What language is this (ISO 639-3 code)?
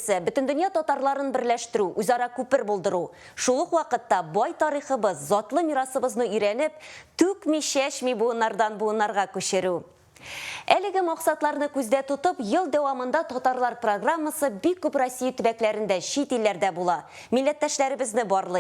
tat